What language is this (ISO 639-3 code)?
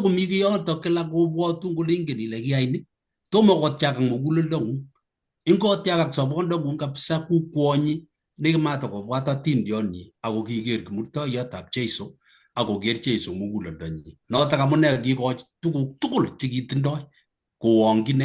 kln